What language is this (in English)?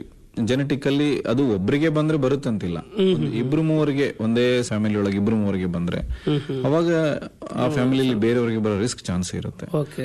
Kannada